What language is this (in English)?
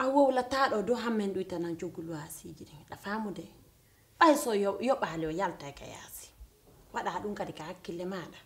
Pular